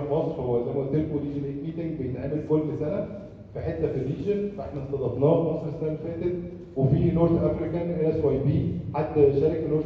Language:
Egyptian Arabic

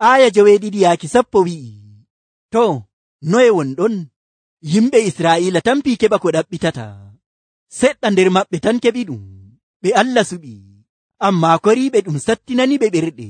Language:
Nigerian Fulfulde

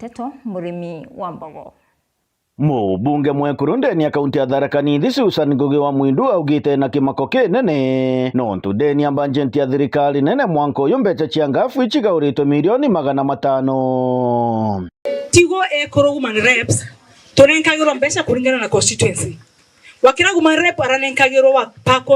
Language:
Meru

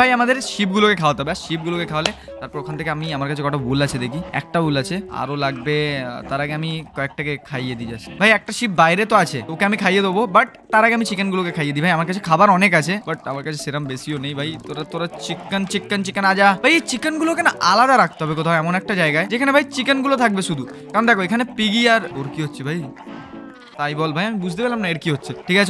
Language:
Bangla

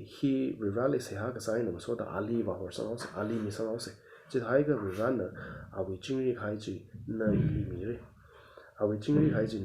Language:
Tangkhul Naga (India)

